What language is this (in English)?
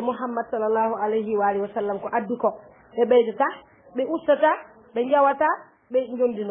Fula